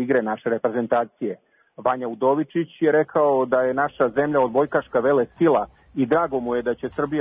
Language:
Serbian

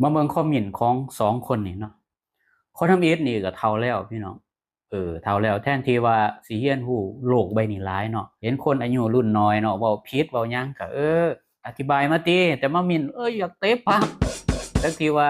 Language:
Lao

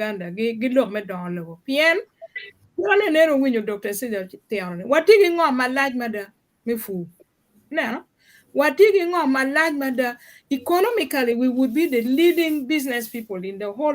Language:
Acoli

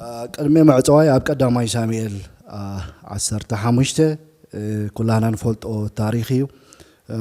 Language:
Tigrinya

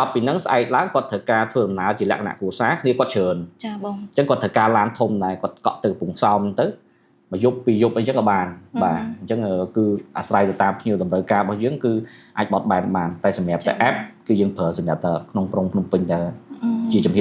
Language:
Khmer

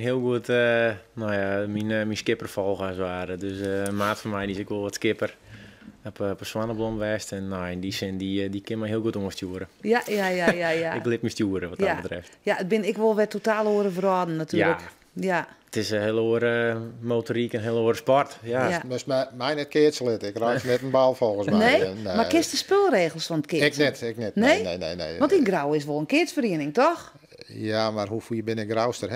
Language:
Western Frisian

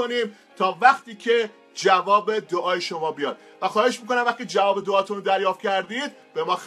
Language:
Persian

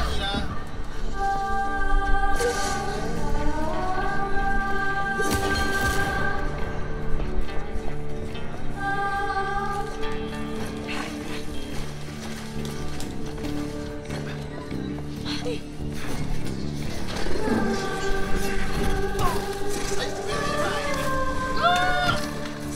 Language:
Malay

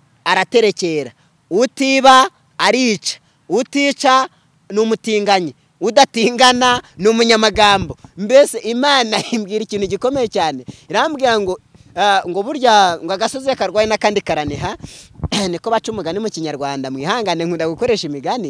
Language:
Kinyarwanda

